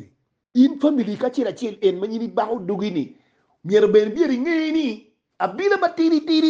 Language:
Acoli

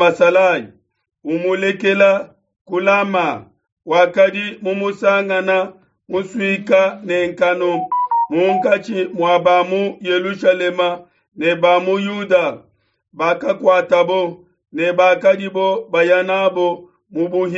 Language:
Luba-Lulua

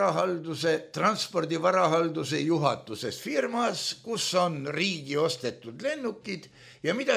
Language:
Estonian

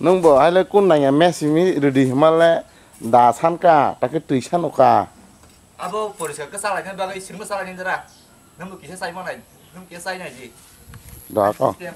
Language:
Kok Borok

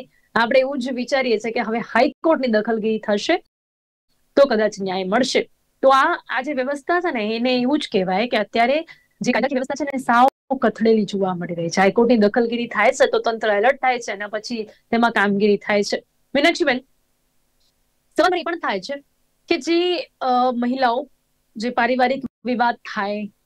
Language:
Gujarati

